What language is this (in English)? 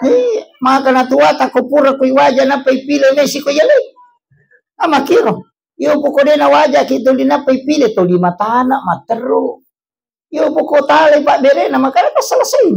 Buginese